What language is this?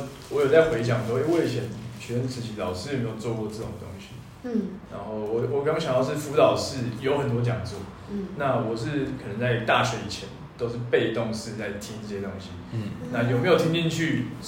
Chinese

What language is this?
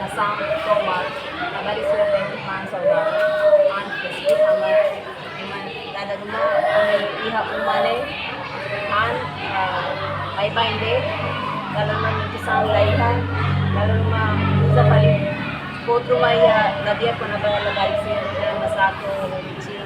Tetum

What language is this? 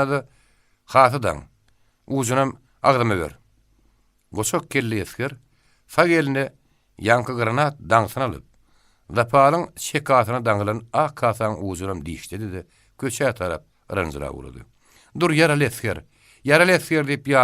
Turkmen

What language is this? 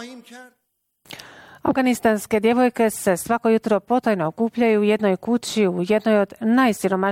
Bosnian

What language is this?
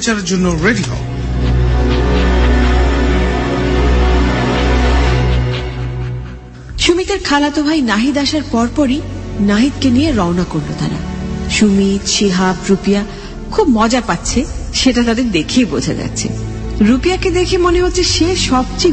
Bangla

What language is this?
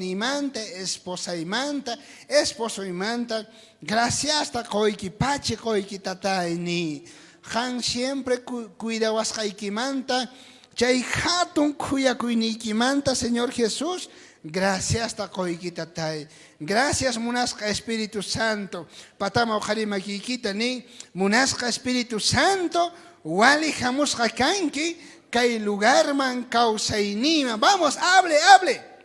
South Bolivian Quechua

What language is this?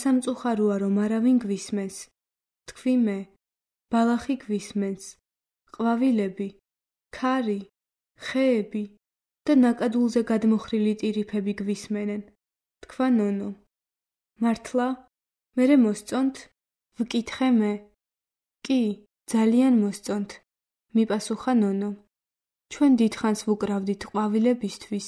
Georgian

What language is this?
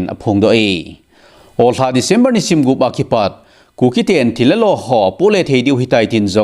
Thado Chin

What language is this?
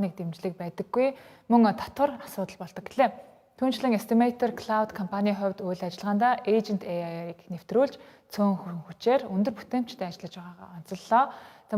Mongolian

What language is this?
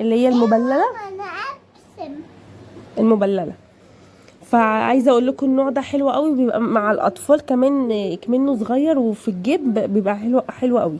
Egyptian Arabic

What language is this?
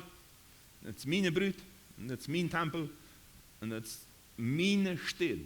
Plautdietsch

